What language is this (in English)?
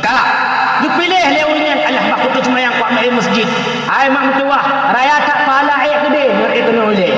Achinese